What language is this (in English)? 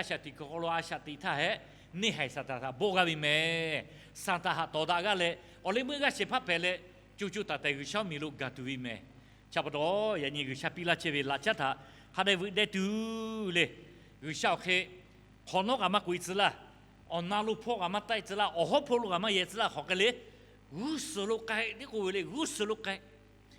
Lahu